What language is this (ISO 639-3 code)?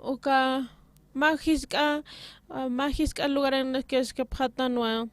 aym